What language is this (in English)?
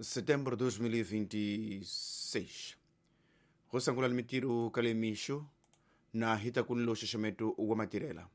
Tsonga